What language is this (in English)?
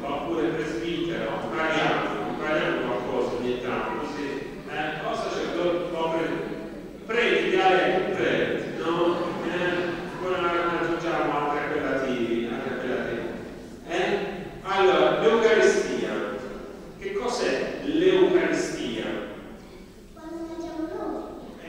Italian